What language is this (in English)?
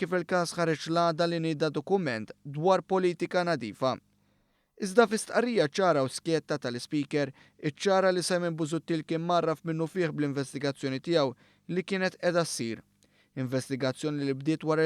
Maltese